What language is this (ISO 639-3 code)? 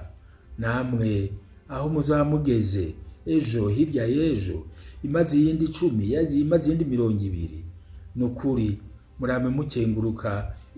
run